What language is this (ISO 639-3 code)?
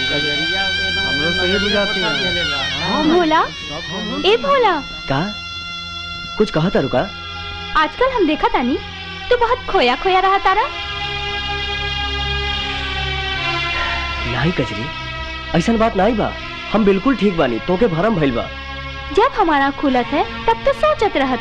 bho